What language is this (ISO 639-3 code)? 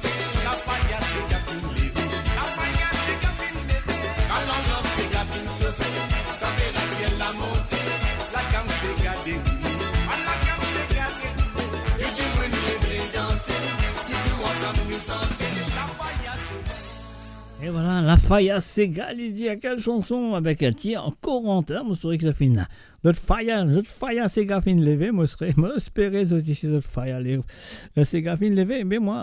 mfe